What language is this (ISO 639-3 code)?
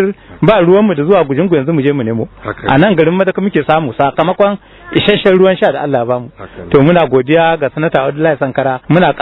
hau